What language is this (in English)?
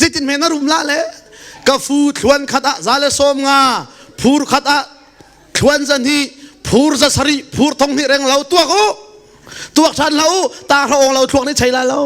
Hakha Chin